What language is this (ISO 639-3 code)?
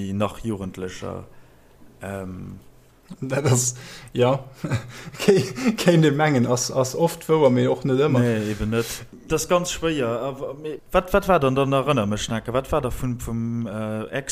ltz